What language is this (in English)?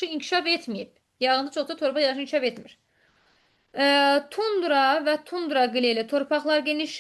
Azerbaijani